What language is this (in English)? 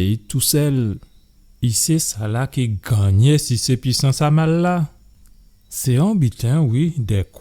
Guadeloupean Creole French